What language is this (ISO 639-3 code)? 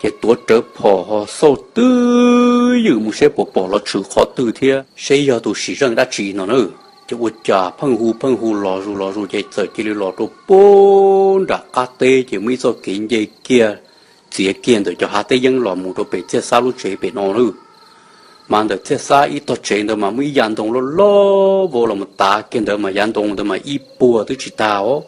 hmn